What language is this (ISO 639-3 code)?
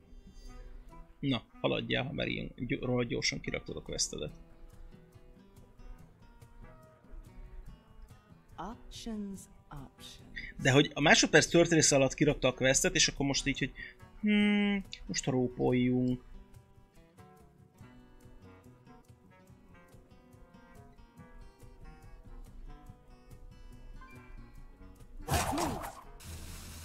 hun